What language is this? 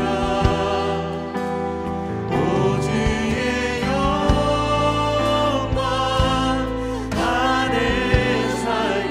Korean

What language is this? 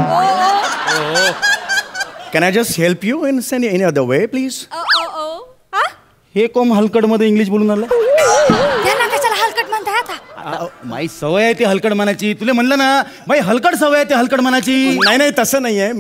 Marathi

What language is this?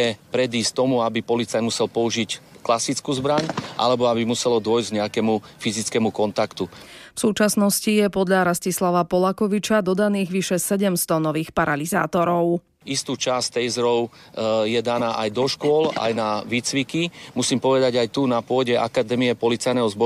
Slovak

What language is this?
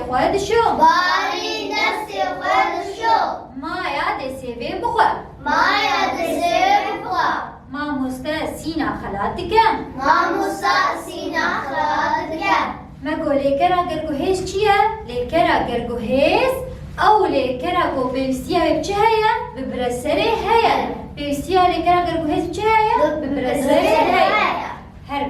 Kurdish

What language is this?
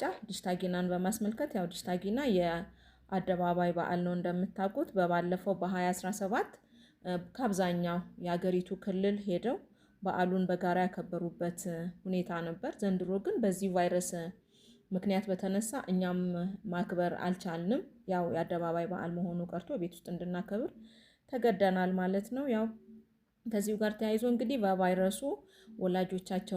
Amharic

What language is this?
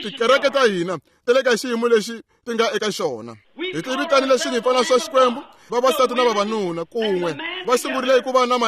Tsonga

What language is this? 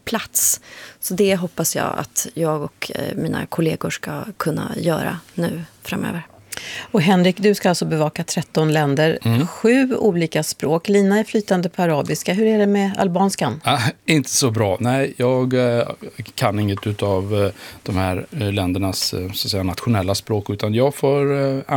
Swedish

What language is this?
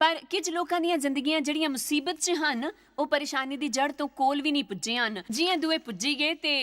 Dogri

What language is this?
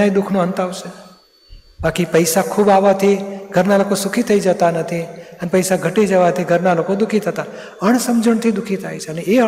Gujarati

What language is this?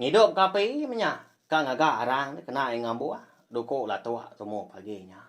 Iban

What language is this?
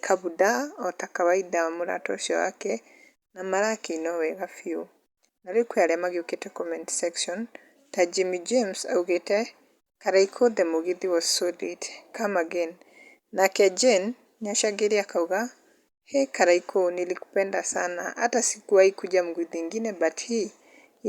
Kikuyu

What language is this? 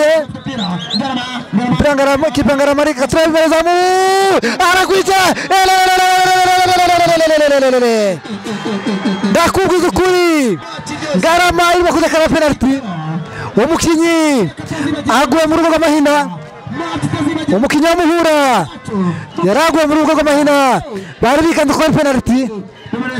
Kinyarwanda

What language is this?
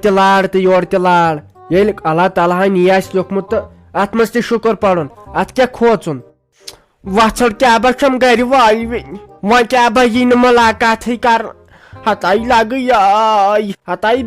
Kashmiri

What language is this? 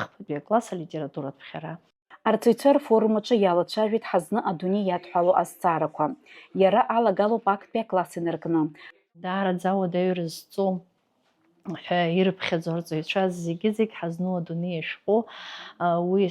Abkhazian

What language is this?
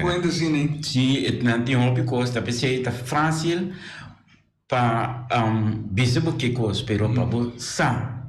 Papiamento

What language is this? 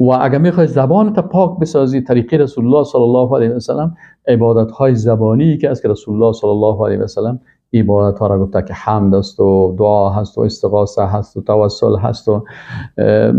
Persian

